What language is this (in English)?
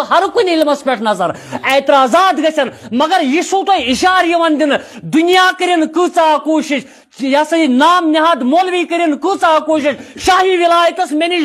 Kashmiri